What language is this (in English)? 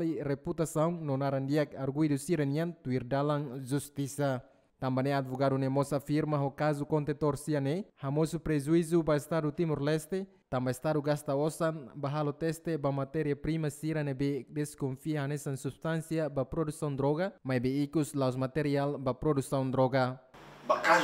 Tetum